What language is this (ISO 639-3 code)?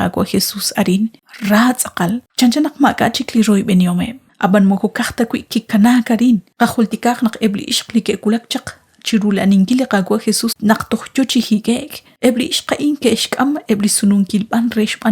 kek